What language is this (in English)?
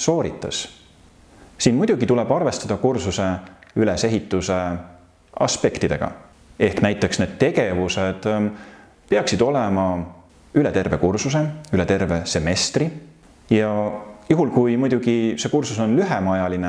Estonian